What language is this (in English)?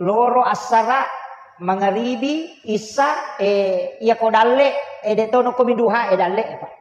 Buginese